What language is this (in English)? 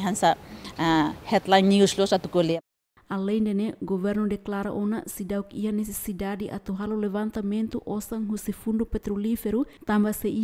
Tetum